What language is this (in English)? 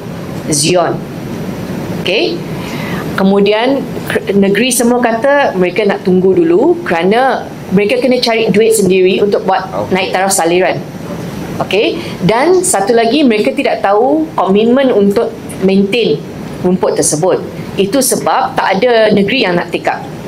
Malay